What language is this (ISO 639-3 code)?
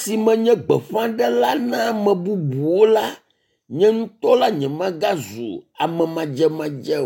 ewe